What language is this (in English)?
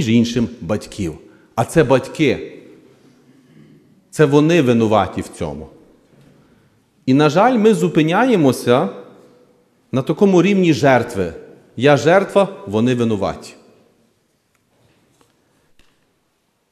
Ukrainian